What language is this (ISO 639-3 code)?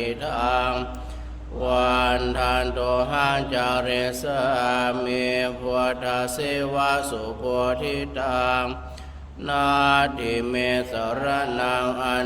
pli